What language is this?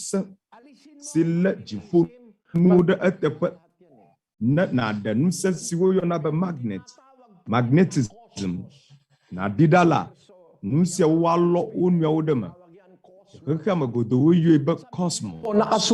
Ewe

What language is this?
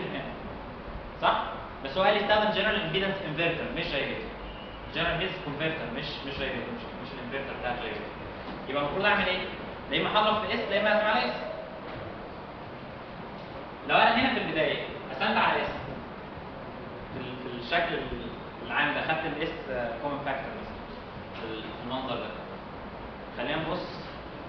Egyptian Arabic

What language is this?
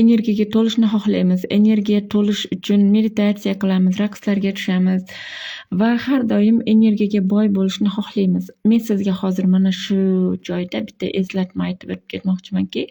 Uzbek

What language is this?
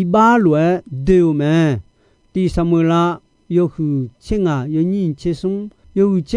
Akha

